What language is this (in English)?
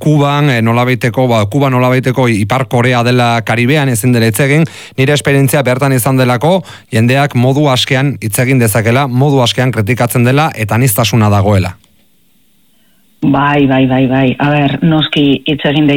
Basque